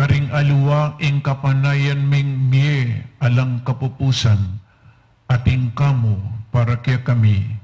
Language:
Pampanga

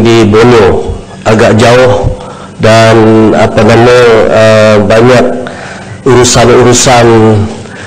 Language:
Malay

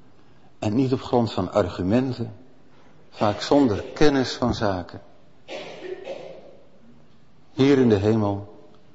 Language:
Dutch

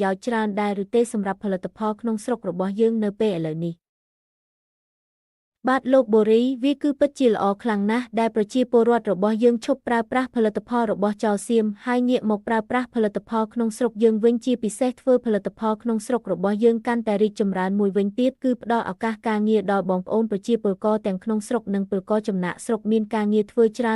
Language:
Khmer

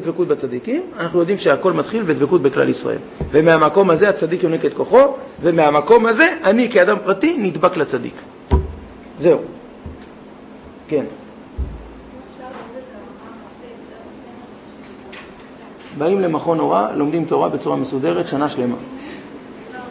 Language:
Hebrew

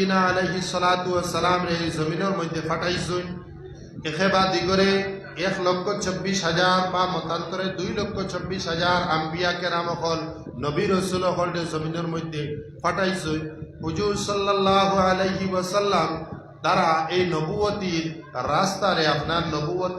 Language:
Sylheti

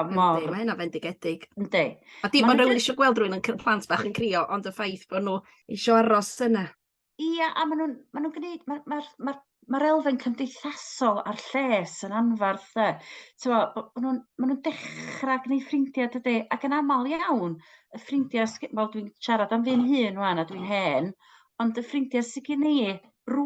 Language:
Welsh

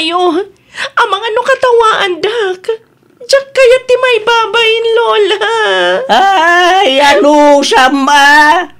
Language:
Iloko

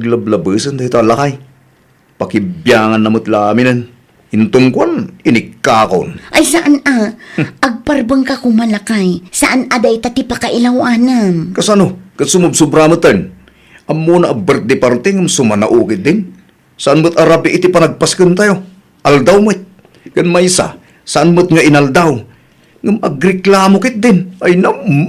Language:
Iloko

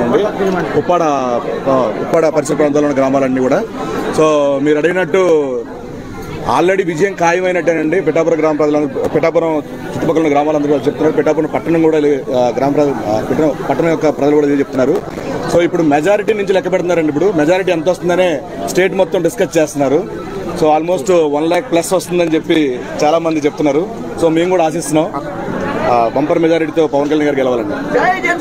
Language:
Telugu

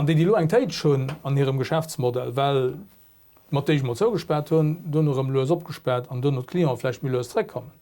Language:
Luxembourgish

